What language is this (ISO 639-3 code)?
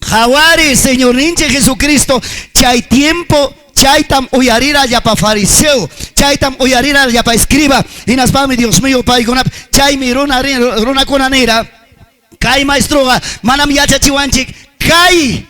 quy